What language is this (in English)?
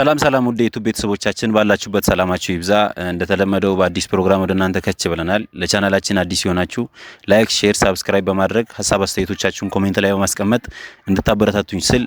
Amharic